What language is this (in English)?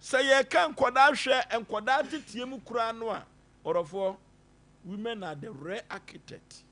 Akan